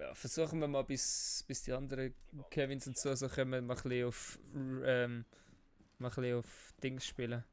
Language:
Swiss German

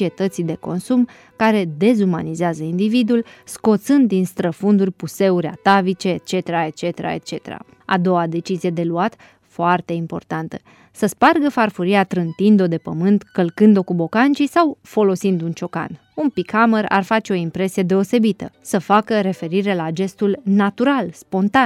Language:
Romanian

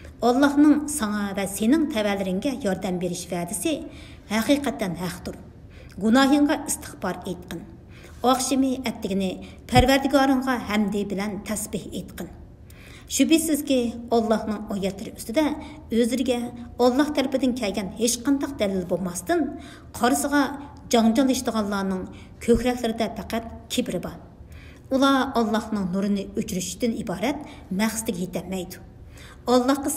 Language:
Uyghur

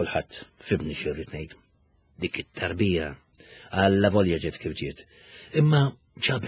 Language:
Maltese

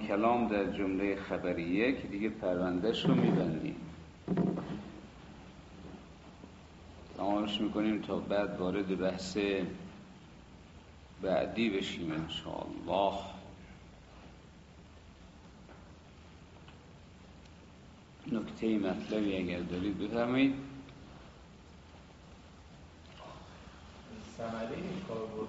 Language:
Persian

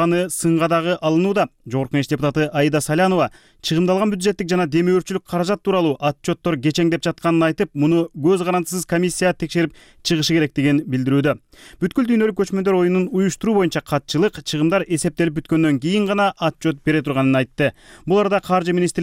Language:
Kyrgyz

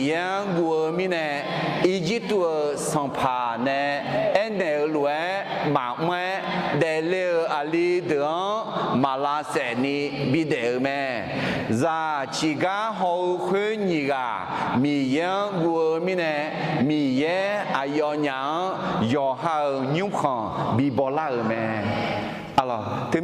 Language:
Akha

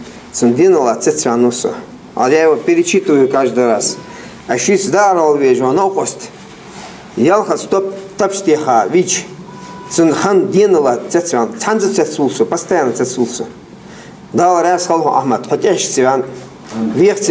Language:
Ingush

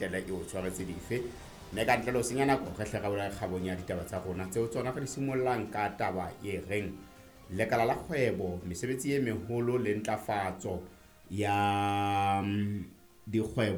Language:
Southern Sotho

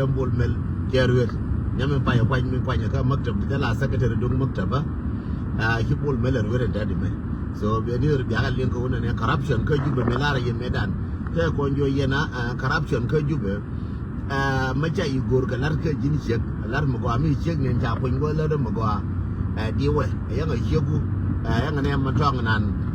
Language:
Nuer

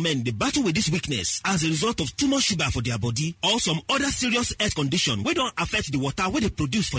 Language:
Nigerian Pidgin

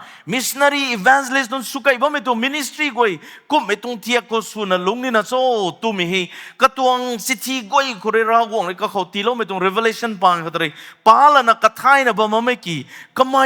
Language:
Rongmei Naga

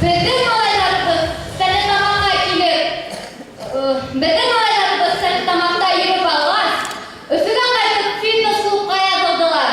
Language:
Bashkir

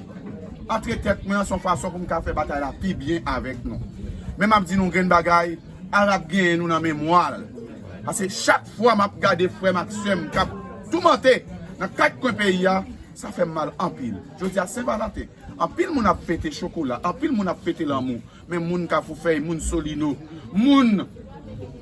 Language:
Haitian Creole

